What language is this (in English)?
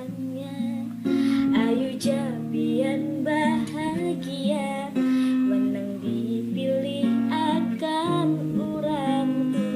Banjar